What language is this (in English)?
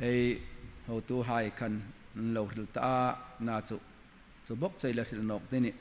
Hmar